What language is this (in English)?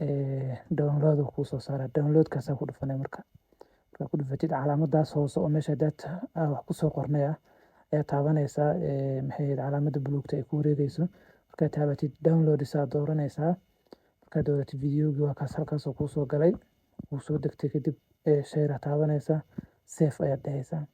Somali